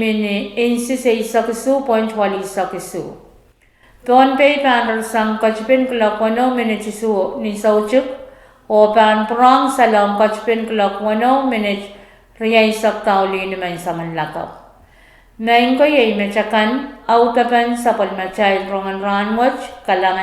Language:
Pohnpeian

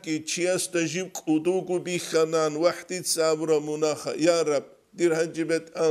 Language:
Avaric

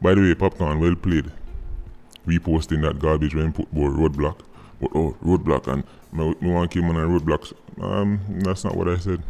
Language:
Jamaican Creole English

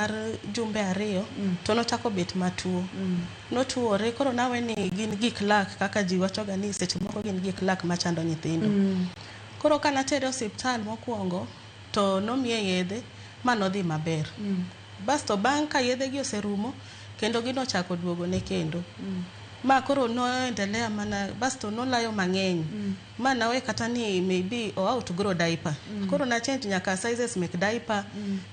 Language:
Luo (Kenya and Tanzania)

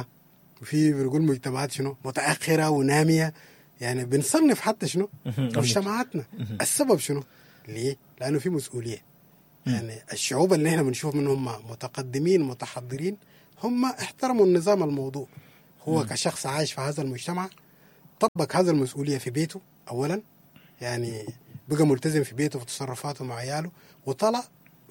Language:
Sudanese Arabic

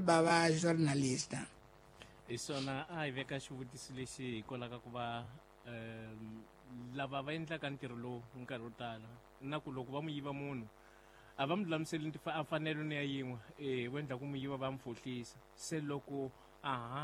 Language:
Tsonga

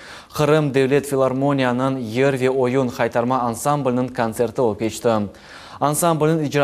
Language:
Crimean Tatar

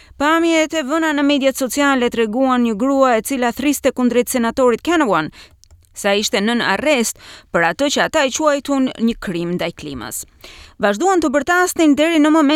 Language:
Albanian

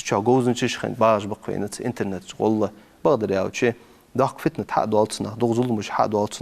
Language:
Ingush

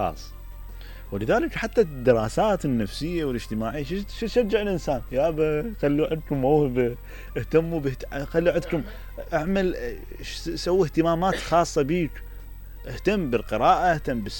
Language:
Mesopotamian Arabic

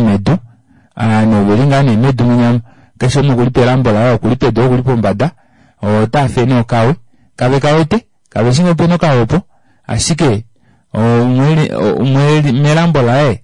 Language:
Kuanyama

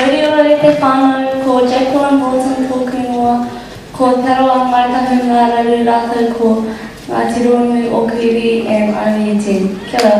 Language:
Māori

